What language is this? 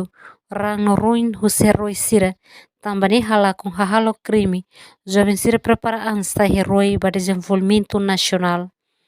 Tetum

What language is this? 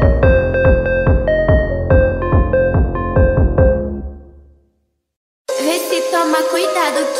Portuguese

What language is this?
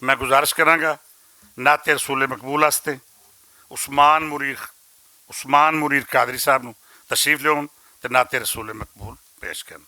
Western Panjabi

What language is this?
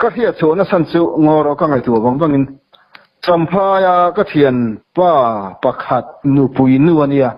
Mizo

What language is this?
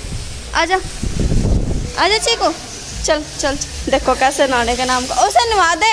Hindi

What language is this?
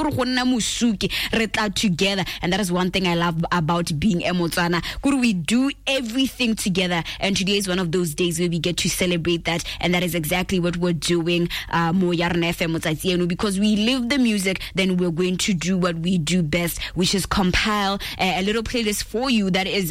Tswana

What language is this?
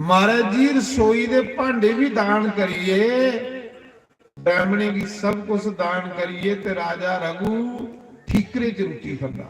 Dogri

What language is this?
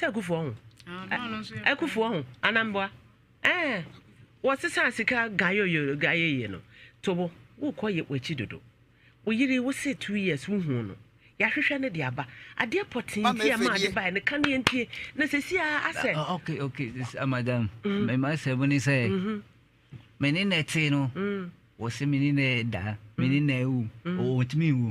Akan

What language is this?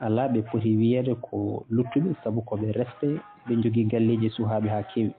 Fula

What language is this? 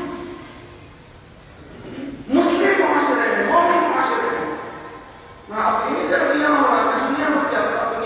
Urdu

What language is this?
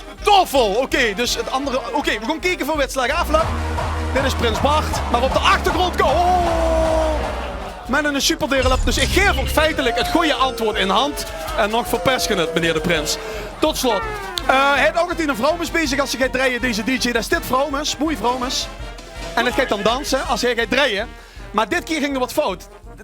Limburgish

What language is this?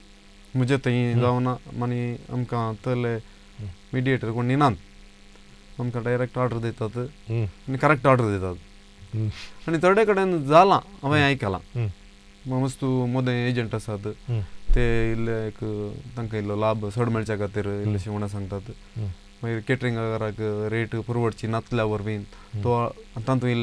Konkani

